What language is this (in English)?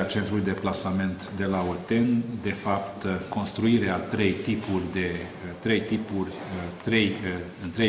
Romanian